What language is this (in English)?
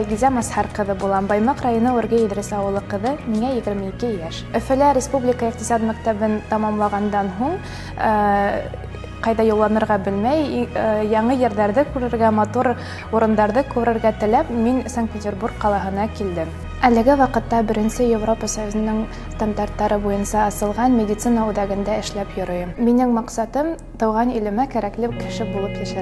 Bashkir